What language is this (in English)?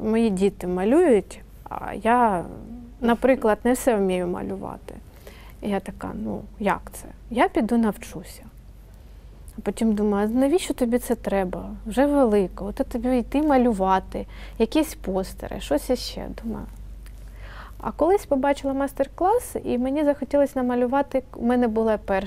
Ukrainian